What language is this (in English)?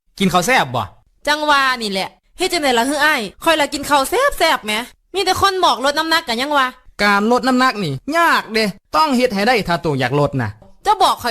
Northeastern Thai